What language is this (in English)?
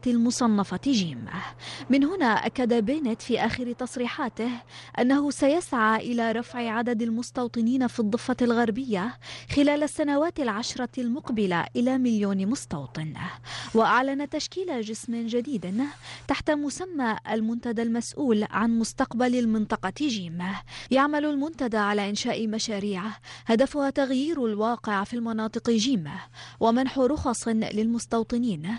Arabic